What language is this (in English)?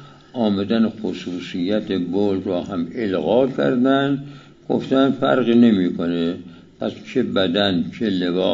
Persian